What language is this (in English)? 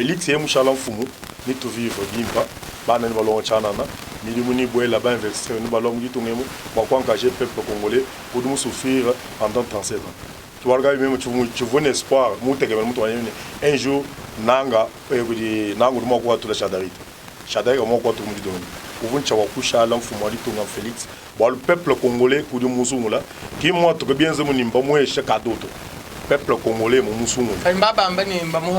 Luba-Lulua